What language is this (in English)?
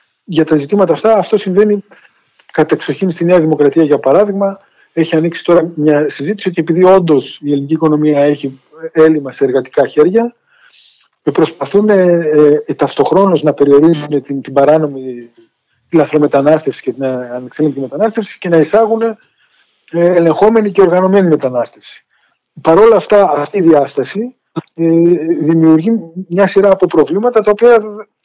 Greek